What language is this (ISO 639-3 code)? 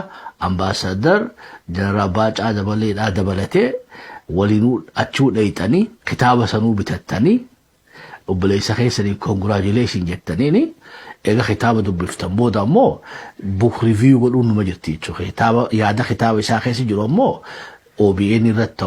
orm